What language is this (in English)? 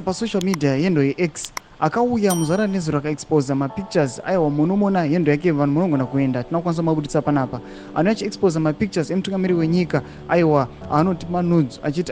Shona